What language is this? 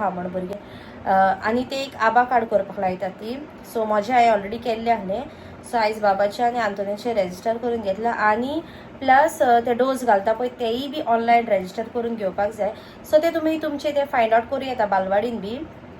Konkani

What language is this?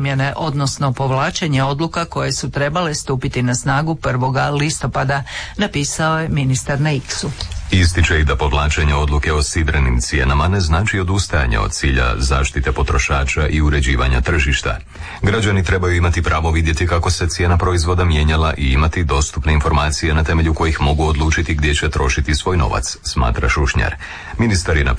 Croatian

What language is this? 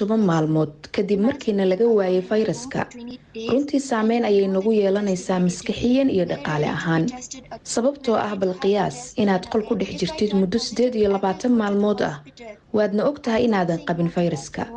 Somali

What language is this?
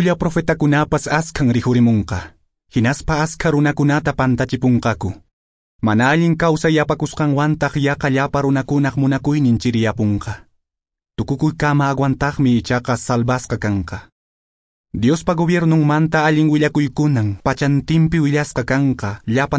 Quechua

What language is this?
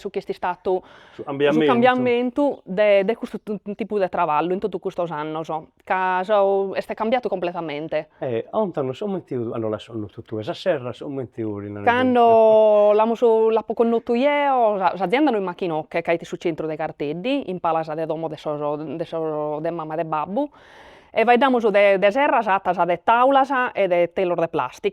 Sardinian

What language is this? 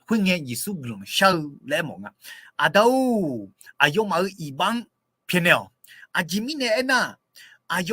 Akha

